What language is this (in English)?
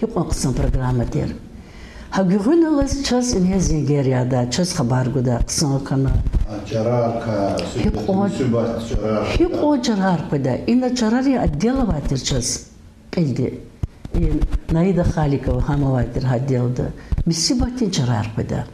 Lezghian